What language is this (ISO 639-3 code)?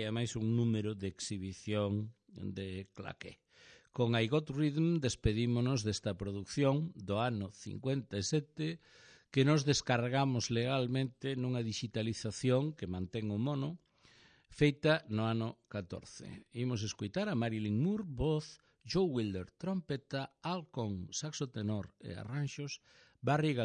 glg